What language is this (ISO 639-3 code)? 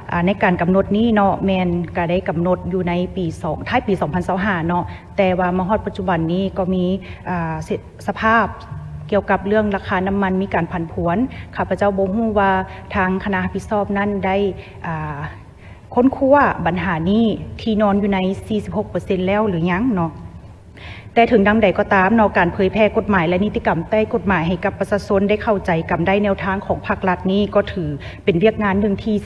lao